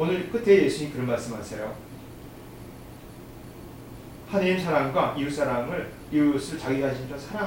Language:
Korean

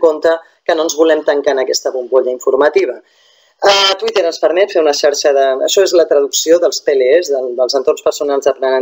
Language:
Catalan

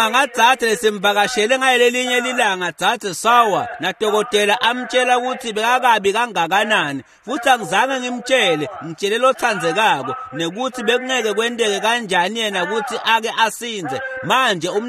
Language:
Swati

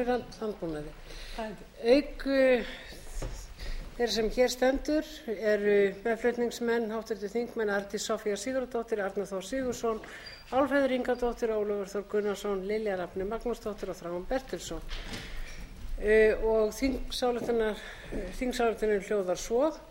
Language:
Icelandic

